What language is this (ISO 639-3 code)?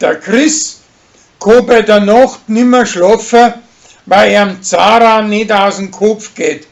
bar